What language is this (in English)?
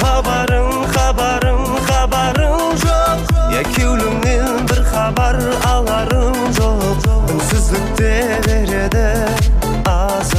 Kara-Kalpak